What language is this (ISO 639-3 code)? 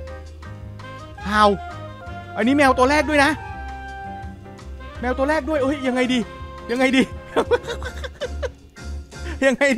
tha